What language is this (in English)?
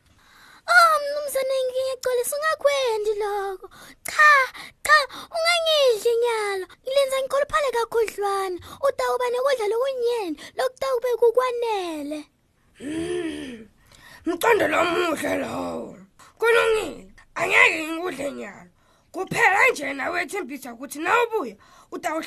Swati